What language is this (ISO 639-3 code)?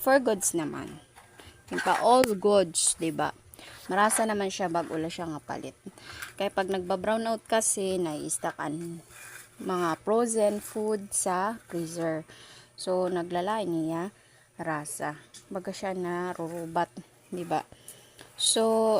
war